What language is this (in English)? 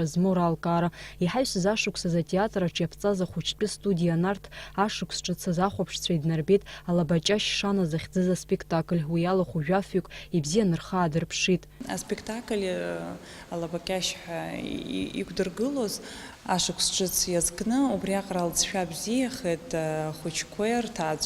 Abkhazian